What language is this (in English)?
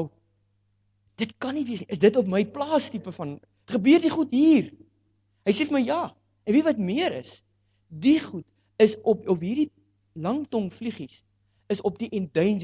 Afrikaans